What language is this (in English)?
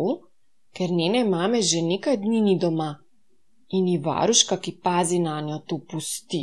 Slovenian